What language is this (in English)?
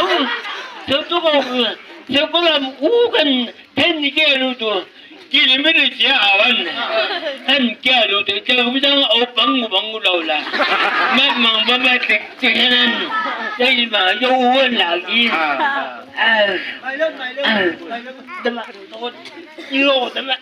Chang Naga